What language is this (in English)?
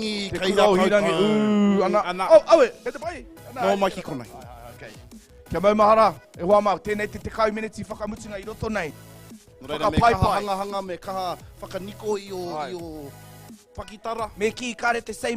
Māori